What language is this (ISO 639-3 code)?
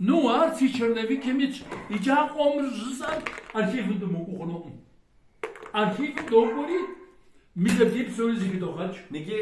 kbd